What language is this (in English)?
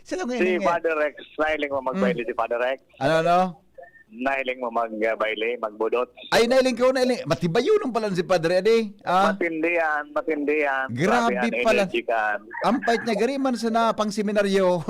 Bikol